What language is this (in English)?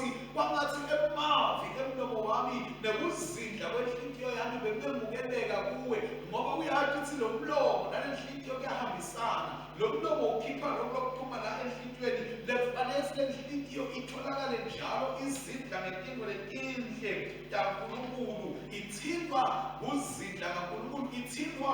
Swati